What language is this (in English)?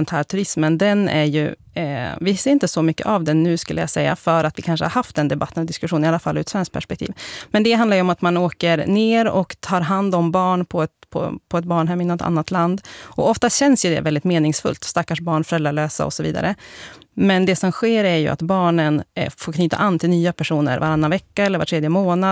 Swedish